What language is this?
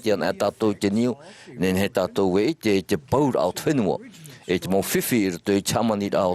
Tahitian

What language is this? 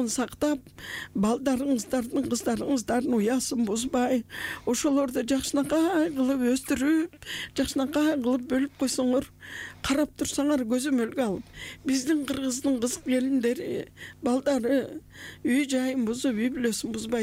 Kyrgyz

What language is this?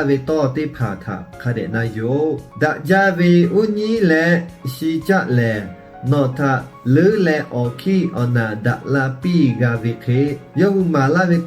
Lahu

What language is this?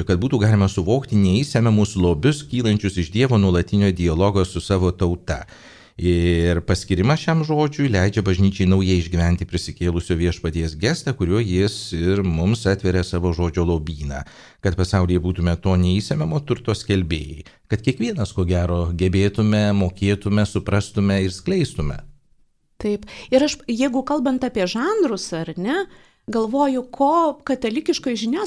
Lithuanian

